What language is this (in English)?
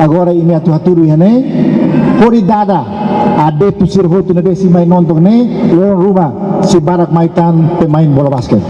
Tetum